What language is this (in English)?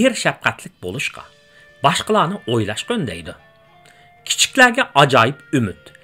Uyghur